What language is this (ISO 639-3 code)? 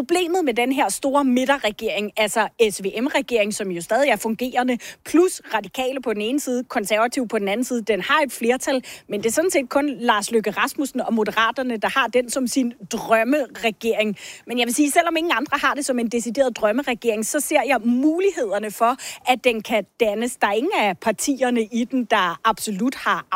dan